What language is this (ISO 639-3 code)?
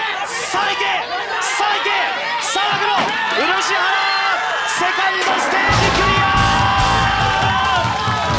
jpn